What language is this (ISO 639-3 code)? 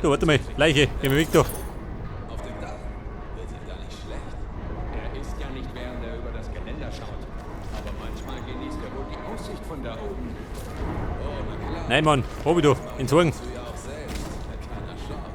bar